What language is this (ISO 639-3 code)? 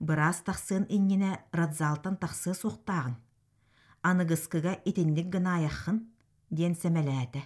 sah